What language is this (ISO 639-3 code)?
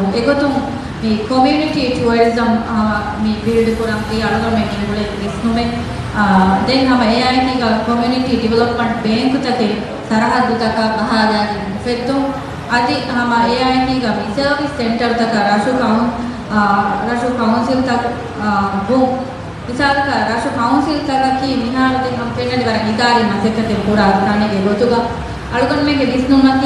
div